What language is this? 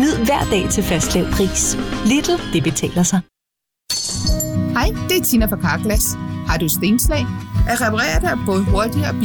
Danish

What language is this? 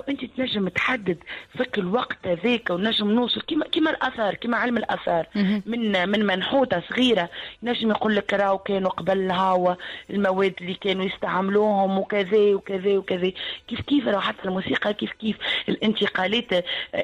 Tunisian Arabic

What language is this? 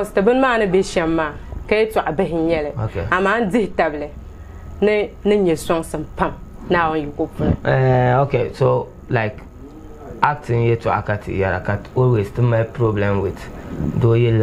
Dagbani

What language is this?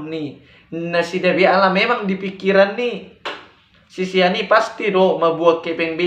Batak Toba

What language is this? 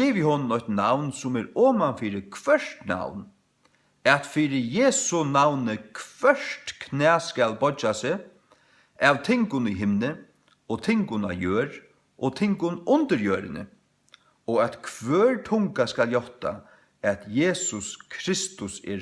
Faroese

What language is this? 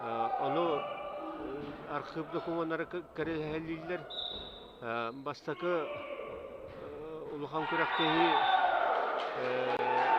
Yakut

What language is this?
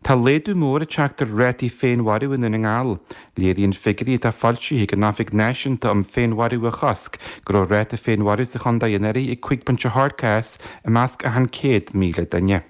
Irish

